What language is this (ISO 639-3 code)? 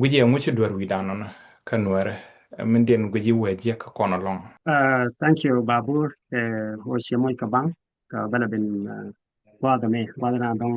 nus